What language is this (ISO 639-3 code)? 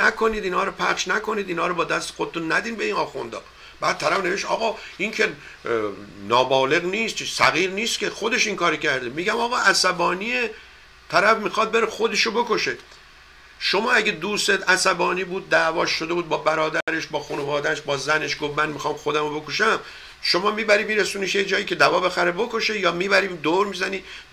fas